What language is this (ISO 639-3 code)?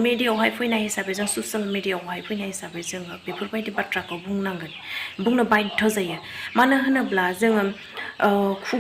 brx